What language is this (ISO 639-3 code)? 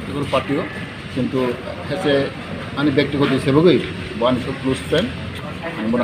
trp